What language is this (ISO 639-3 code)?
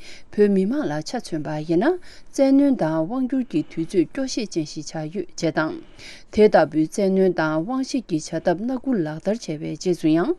bod